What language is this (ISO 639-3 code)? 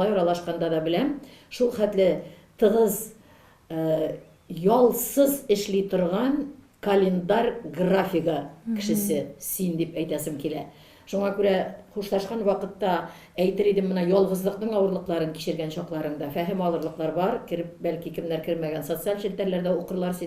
tat